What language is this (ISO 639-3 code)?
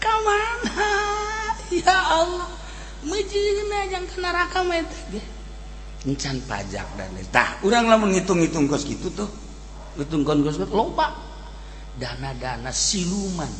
sun